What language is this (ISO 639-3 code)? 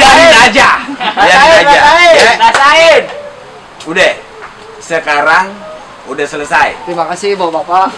bew